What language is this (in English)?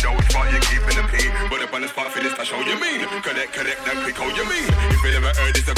English